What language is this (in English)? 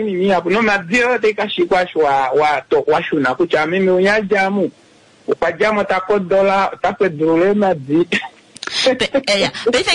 Kuanyama